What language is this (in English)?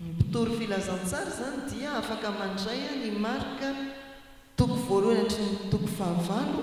Malagasy